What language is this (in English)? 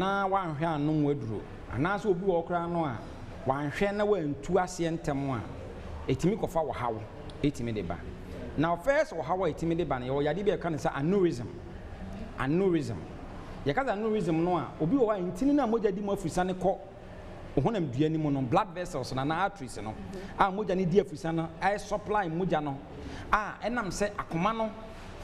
Akan